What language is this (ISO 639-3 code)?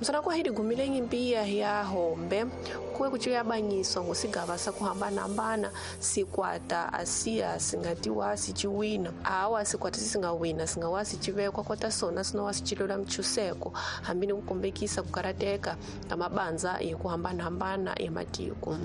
tso